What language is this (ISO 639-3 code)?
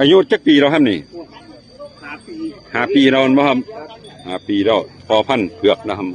tts